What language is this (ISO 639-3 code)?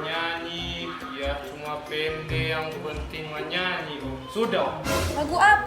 xmm